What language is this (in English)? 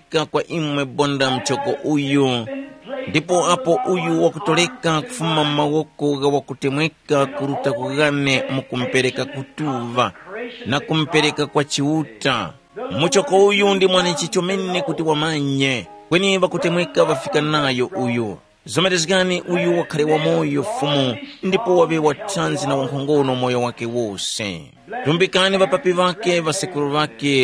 Tumbuka